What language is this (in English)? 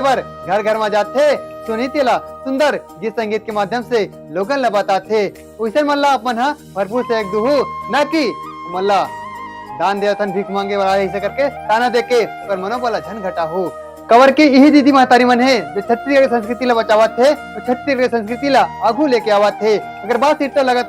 Chhattisgarhi